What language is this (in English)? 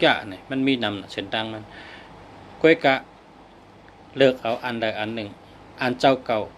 Shan